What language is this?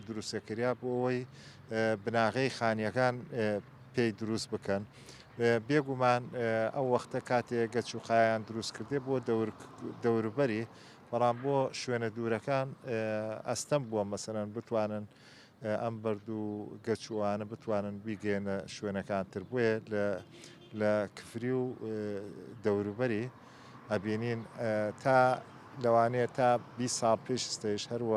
Central Kurdish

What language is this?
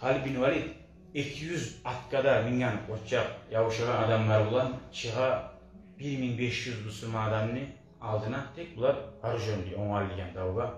Kumyk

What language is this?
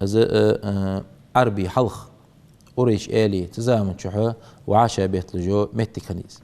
Ingush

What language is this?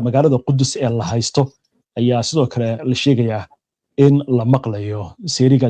Somali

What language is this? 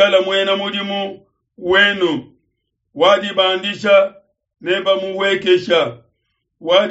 Luba-Lulua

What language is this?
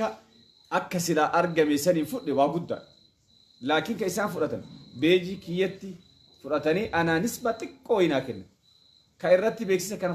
Oromo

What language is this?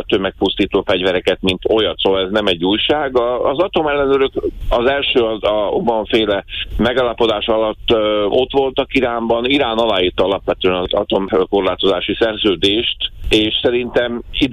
Hungarian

